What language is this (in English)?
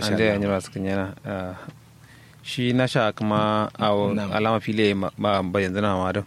Kanuri